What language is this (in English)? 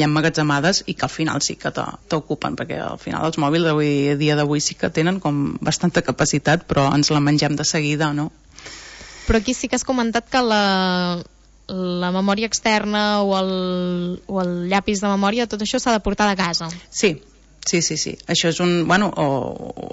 Catalan